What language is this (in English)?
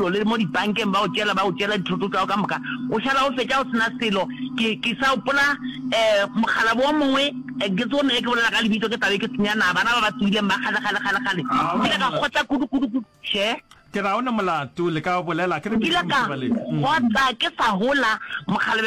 Northern Sotho